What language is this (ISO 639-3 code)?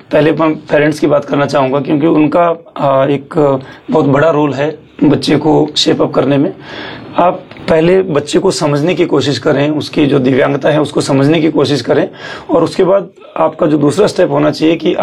hin